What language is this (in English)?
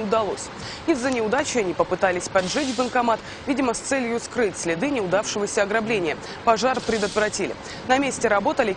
Russian